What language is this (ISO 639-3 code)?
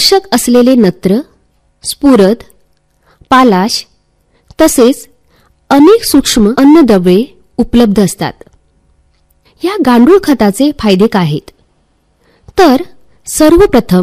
mar